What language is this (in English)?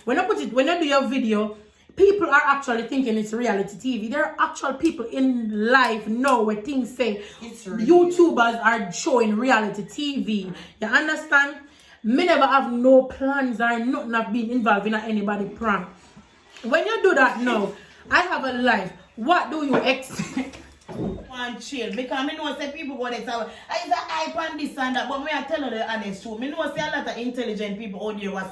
Jamaican Creole English